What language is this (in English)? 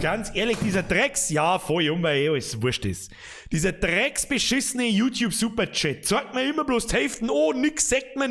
Bavarian